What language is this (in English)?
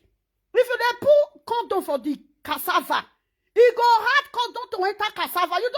Nigerian Pidgin